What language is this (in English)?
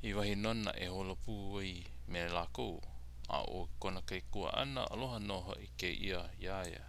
Hawaiian